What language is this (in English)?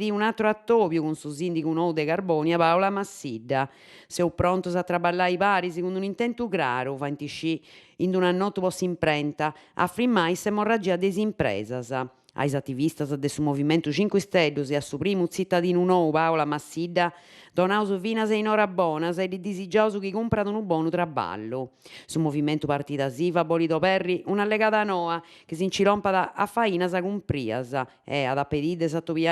Sardinian